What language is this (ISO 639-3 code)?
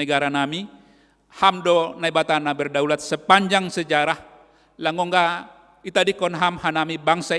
bts